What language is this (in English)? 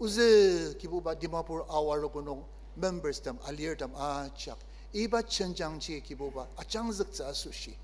Ao Naga